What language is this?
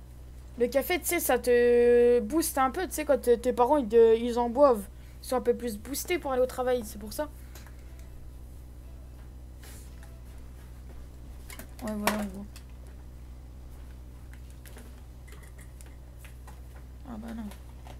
French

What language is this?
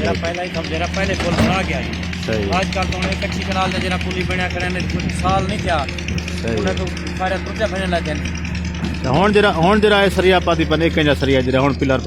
Saraiki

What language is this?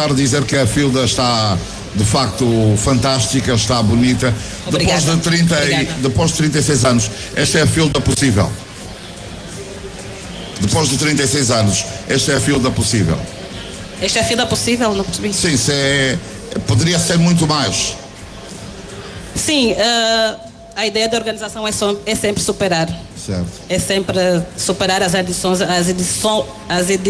Portuguese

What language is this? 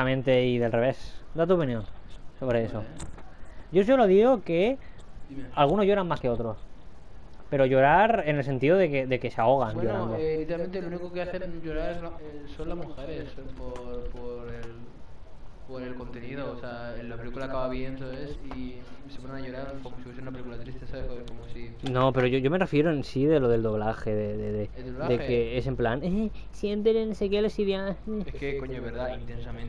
Spanish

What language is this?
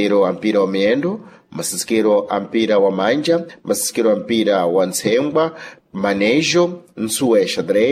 Sena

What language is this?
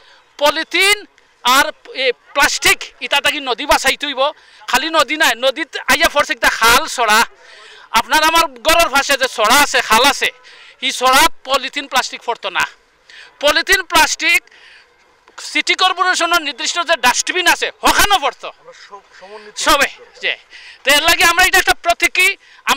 Sylheti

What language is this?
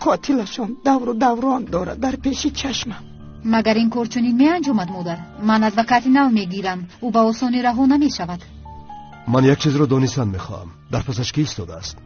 Tajik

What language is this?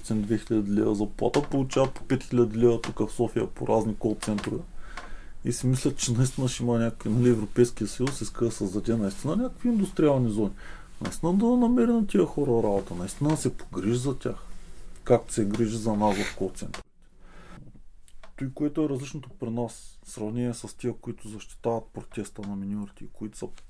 Bulgarian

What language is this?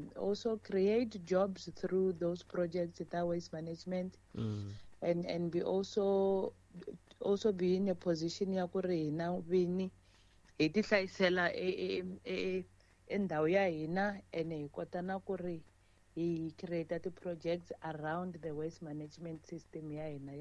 Tsonga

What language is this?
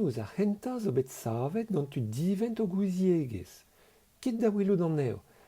Breton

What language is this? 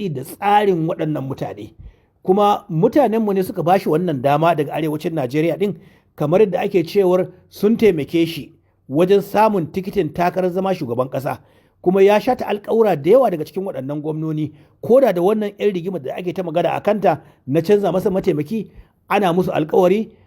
Hausa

